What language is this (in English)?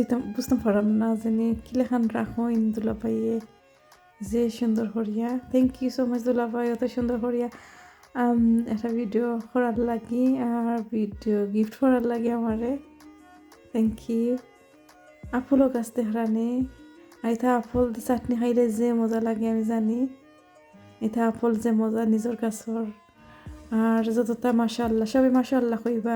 Sylheti